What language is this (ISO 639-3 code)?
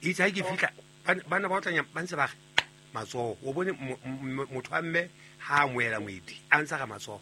sot